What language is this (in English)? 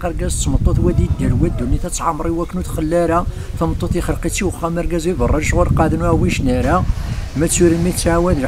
Kabyle